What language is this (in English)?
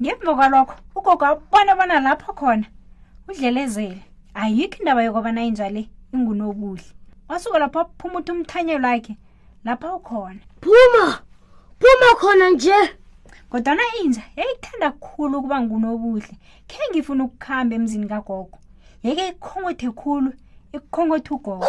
South Ndebele